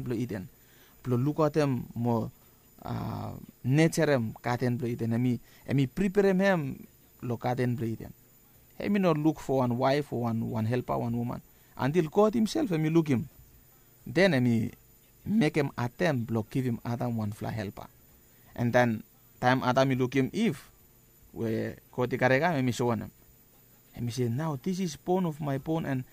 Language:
Bislama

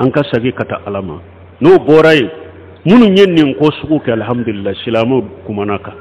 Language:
Bambara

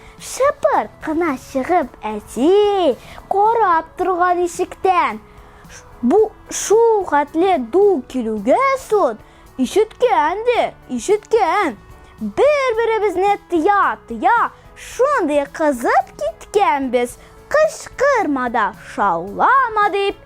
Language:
Tatar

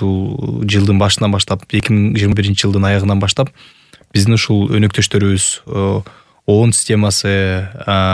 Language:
Kyrgyz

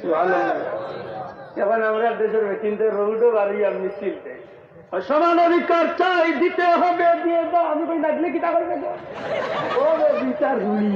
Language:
Sylheti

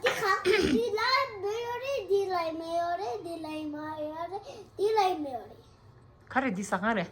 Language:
Tibetan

